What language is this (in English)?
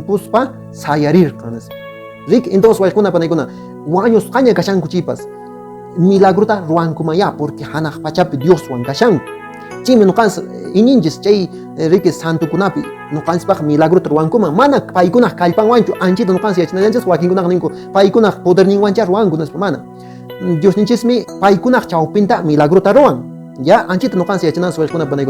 Quechua